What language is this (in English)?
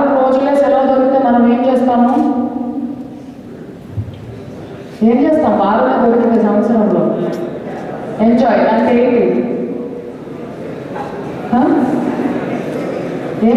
Telugu